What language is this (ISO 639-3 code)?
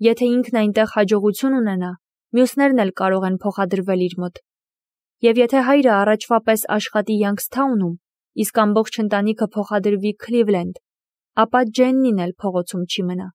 hye